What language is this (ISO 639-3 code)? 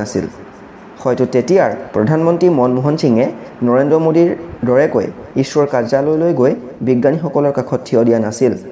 asm